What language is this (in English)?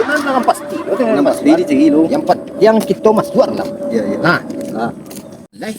Minangkabau